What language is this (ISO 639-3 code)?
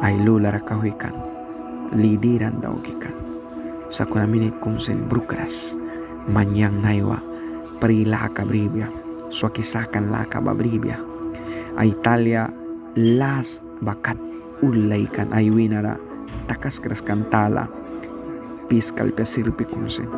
miq